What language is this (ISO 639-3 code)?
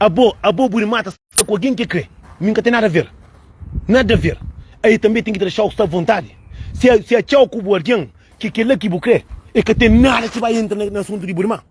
kea